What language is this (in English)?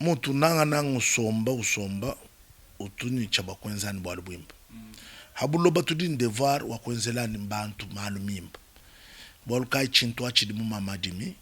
Luba-Lulua